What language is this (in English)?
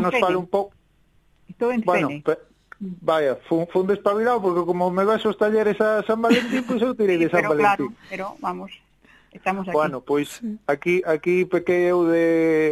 Galician